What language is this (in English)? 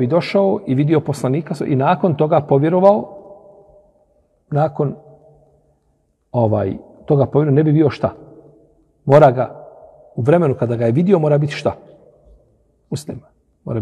Bosnian